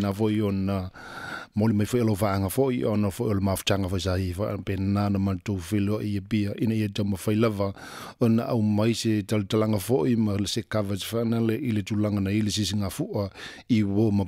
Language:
Samoan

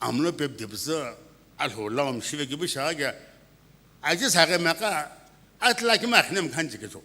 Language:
Sumi Naga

